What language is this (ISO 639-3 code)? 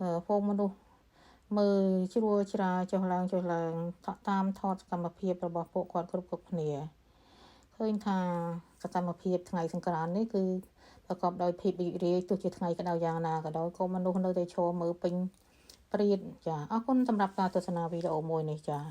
khm